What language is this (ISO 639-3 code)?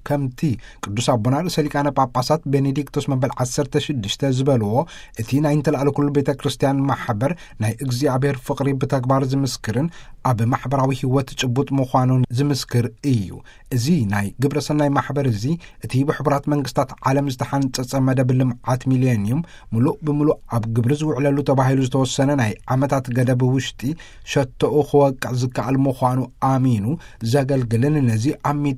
tir